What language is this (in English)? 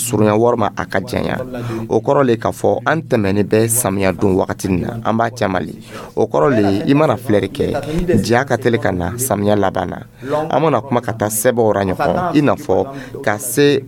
Dyula